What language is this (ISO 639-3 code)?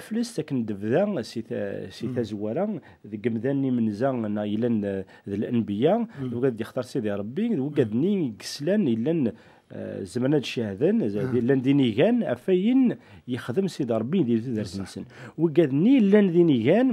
kab